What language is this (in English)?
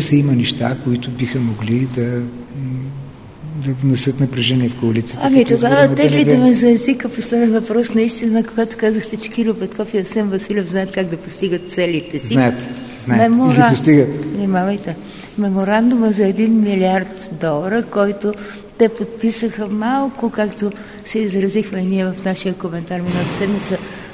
Bulgarian